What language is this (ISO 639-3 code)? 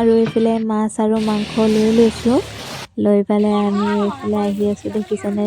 asm